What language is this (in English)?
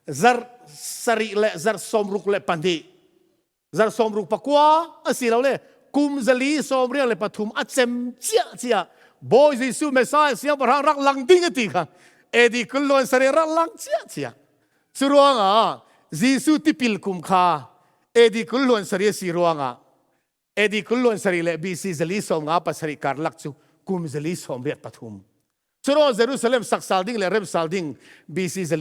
Falam Chin